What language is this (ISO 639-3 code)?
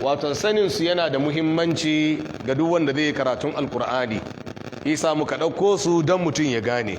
hau